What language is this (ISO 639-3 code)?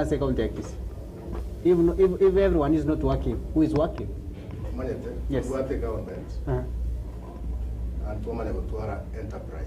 guz